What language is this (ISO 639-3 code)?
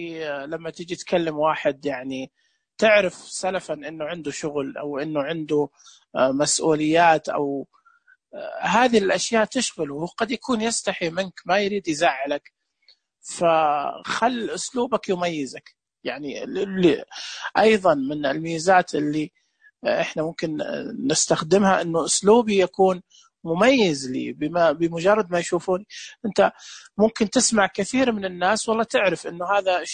ars